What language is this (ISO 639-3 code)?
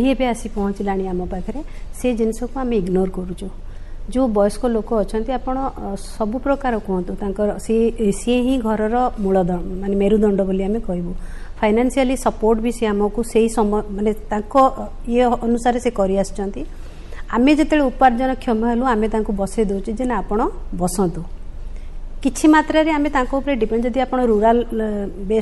ori